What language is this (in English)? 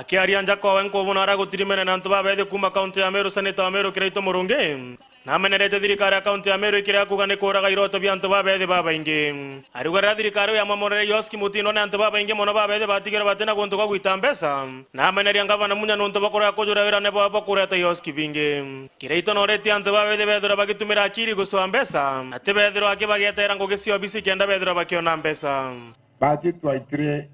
Meru